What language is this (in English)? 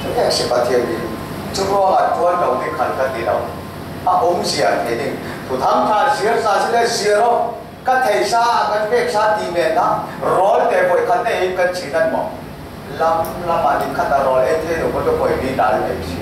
Falam Chin